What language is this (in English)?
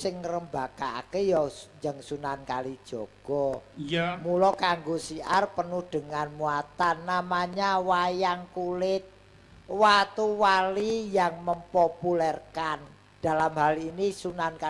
Javanese